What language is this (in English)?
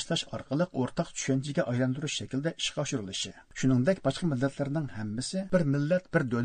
Uyghur